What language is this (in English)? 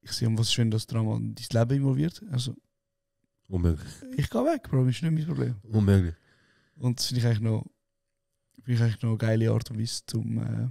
Swiss German